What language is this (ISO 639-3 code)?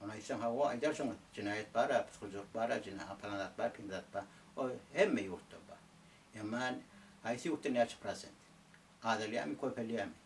tuk